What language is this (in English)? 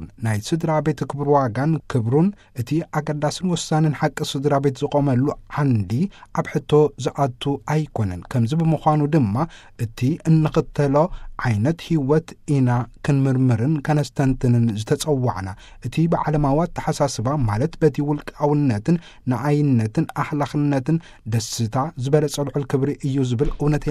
Tigrinya